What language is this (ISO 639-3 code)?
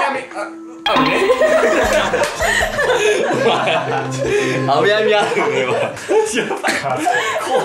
jpn